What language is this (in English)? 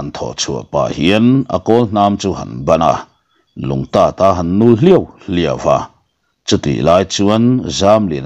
Mizo